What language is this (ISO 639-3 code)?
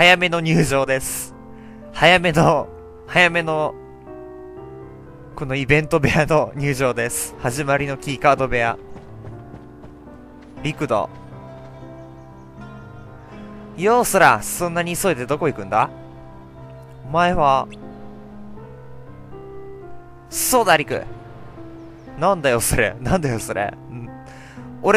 jpn